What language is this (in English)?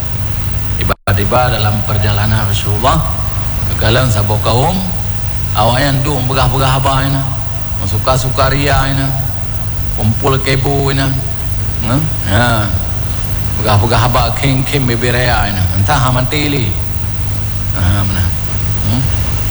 Malay